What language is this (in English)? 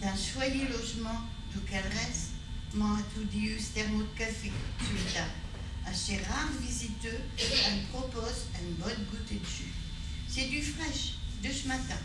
Picard